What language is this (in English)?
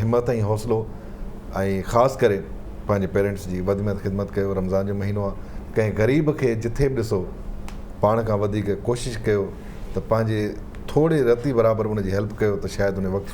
Sindhi